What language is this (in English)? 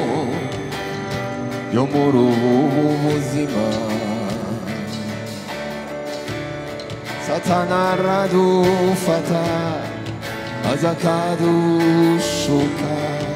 Kinyarwanda